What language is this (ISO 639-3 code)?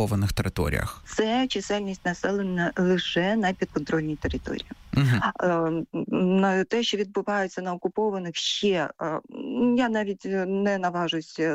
ukr